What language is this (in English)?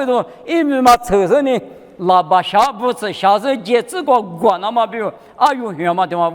Lisu